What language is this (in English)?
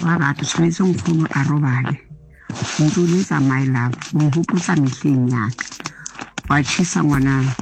Southern Sotho